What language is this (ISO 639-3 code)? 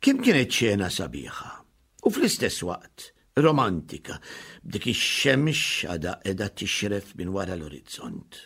mlt